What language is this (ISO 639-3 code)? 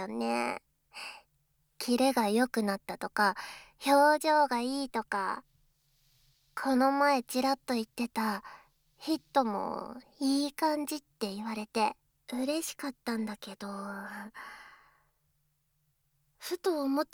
jpn